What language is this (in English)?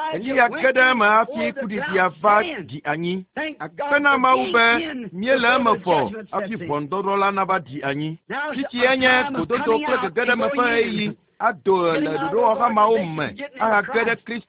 Ewe